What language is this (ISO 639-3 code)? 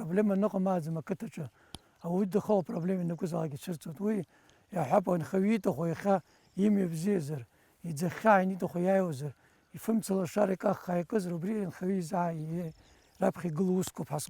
abk